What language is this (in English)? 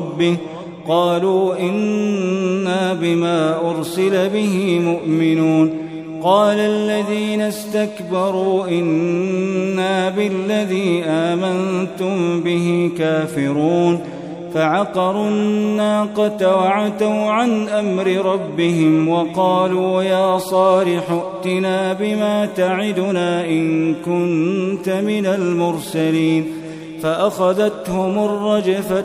Arabic